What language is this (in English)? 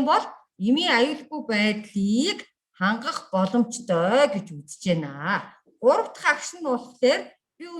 Mongolian